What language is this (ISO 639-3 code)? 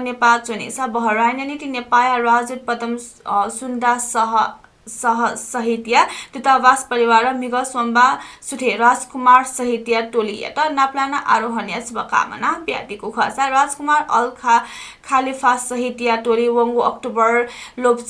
new